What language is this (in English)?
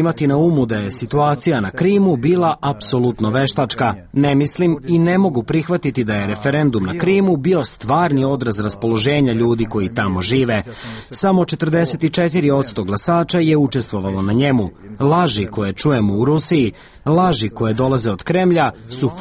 Serbian